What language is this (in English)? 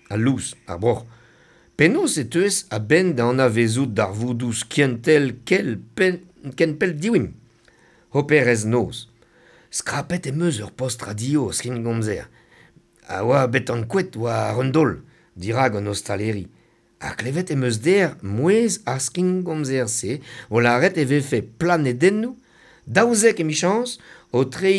Breton